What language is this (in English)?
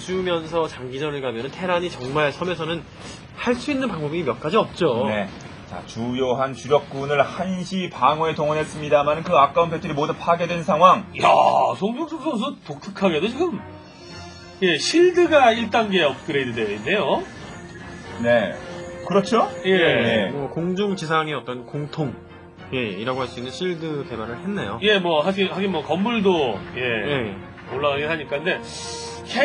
Korean